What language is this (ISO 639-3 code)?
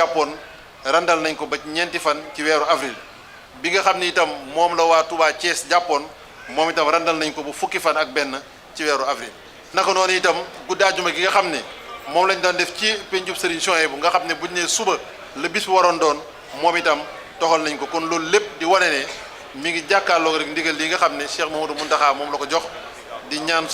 wol